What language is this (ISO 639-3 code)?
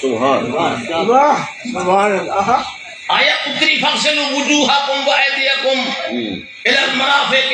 skr